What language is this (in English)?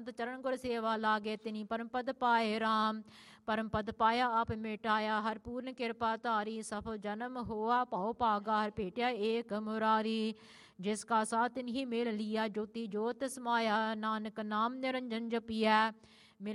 Punjabi